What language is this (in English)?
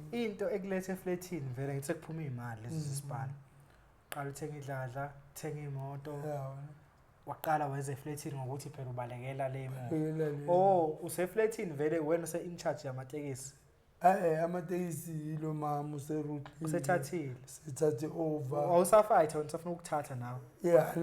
Zulu